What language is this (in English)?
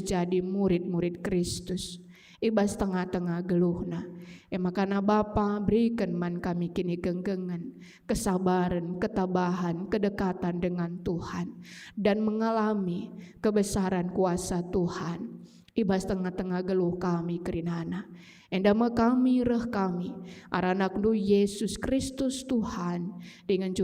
Batak Karo